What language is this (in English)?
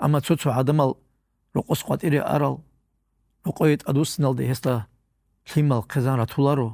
Avaric